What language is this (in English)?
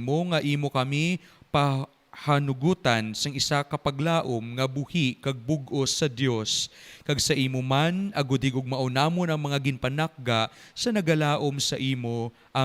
Hiligaynon